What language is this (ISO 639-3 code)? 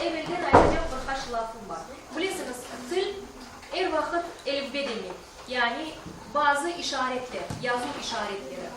crh